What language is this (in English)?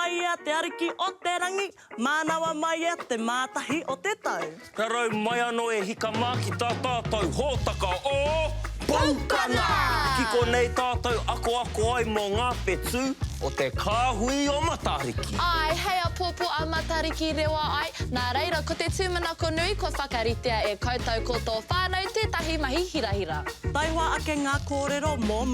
Māori